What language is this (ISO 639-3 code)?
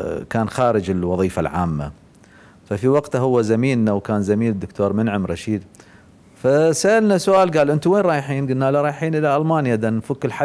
acm